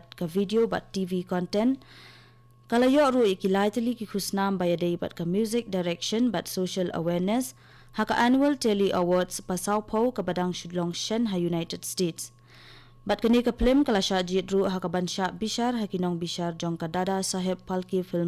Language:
Khasi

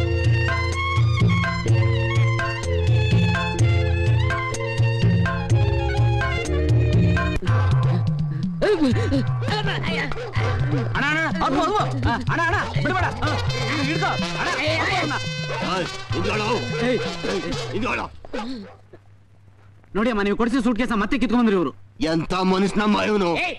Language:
Kannada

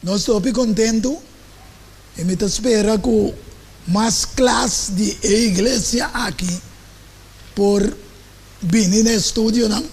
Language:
Papiamento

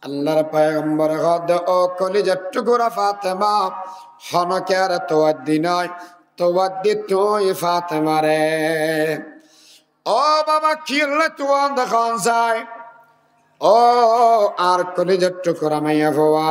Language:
Rohingya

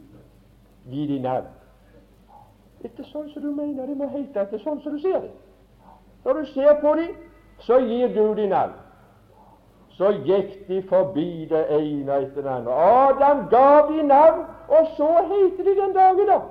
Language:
Norwegian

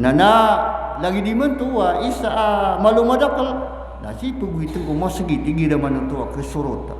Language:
Maranao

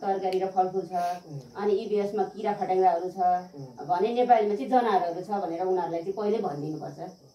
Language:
Nepali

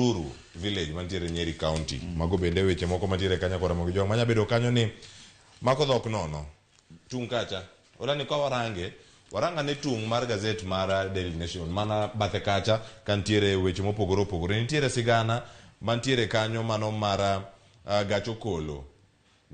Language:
Luo (Kenya and Tanzania)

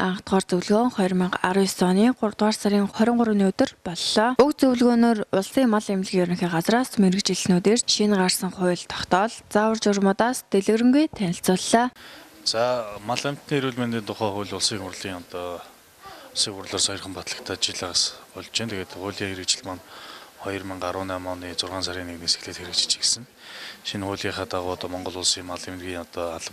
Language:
Mongolian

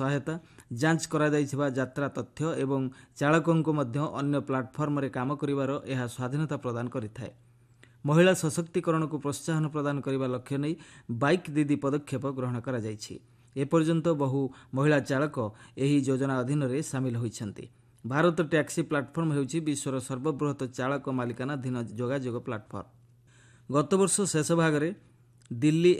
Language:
Odia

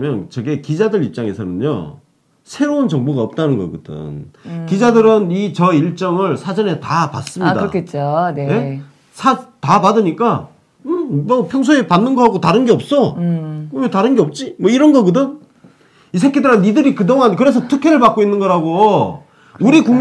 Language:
Korean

